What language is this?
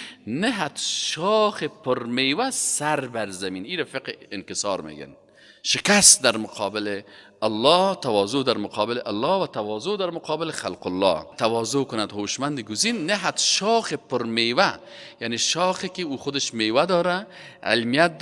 Persian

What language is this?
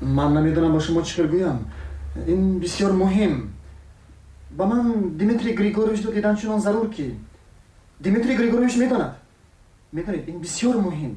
Tajik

